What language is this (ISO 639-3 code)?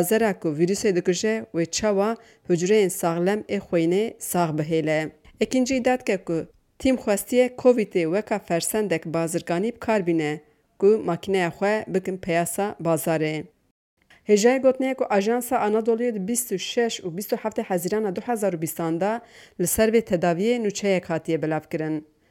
kur